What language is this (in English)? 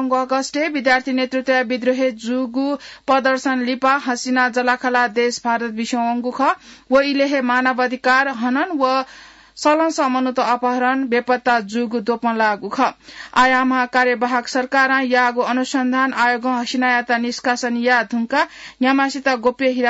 Newari